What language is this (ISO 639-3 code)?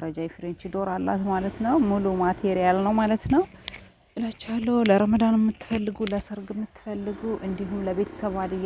amh